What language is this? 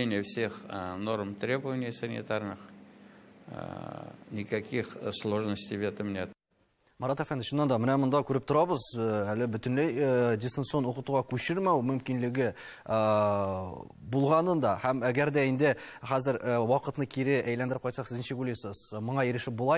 Tatar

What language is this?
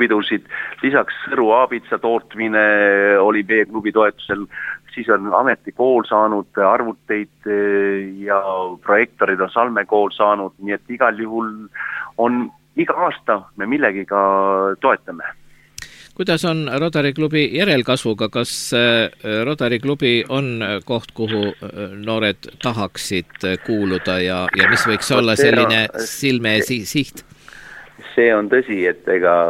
Estonian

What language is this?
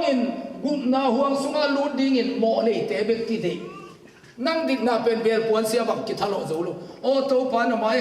Tedim Chin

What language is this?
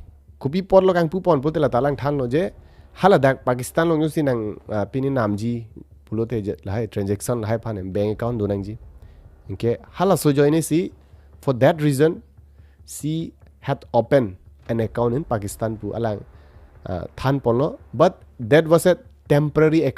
Karbi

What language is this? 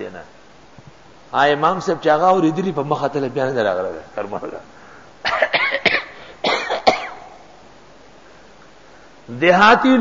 Urdu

